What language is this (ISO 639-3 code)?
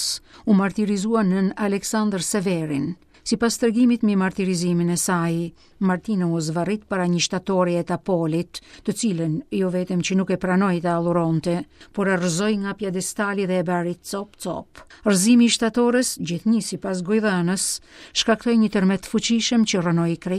sqi